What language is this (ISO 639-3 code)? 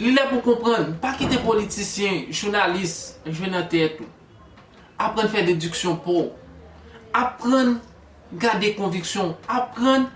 hat